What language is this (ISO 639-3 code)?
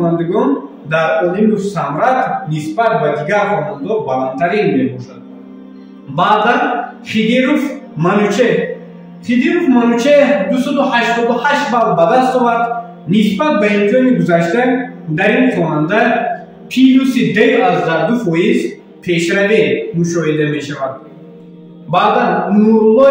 tgk